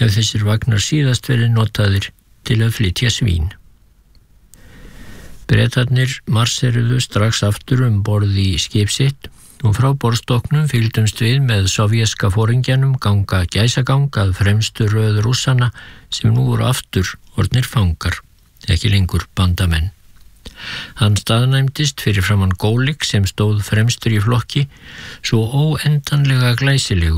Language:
Icelandic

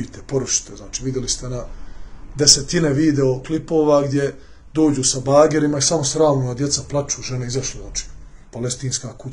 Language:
Bosnian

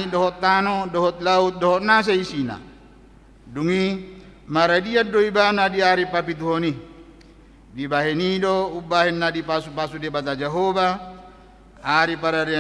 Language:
Batak Toba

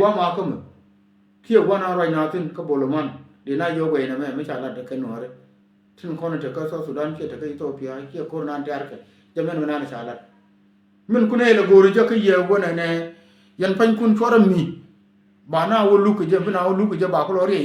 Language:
Nuer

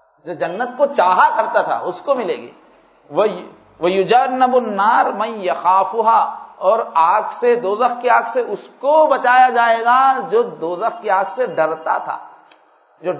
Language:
Urdu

